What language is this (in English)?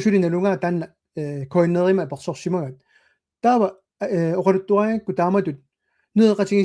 Kalaallisut